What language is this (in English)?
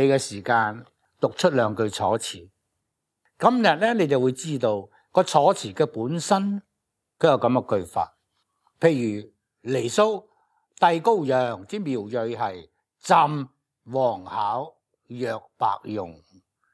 Cantonese